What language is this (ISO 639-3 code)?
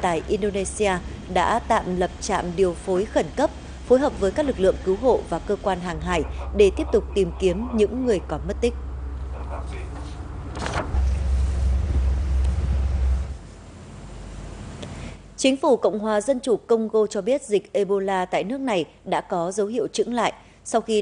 vie